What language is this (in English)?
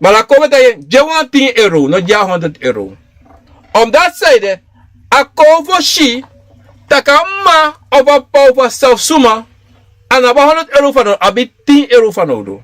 Sranan Tongo